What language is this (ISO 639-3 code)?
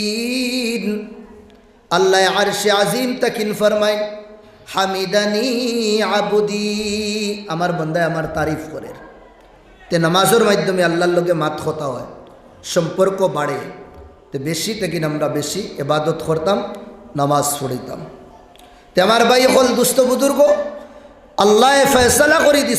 syl